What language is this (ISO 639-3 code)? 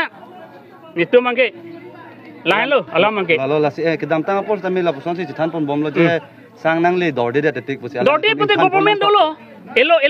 mjw